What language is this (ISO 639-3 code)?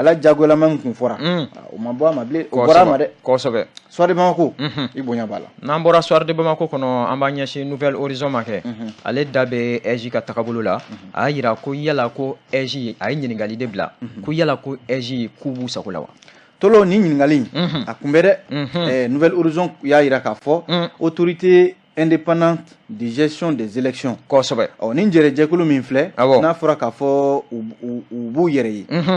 bam